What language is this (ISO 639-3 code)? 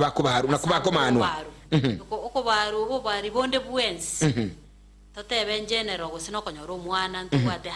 guz